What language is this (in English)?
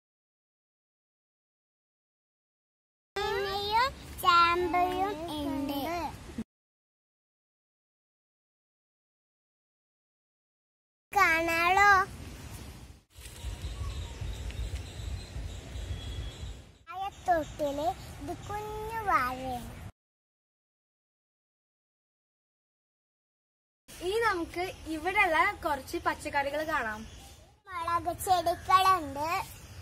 Malayalam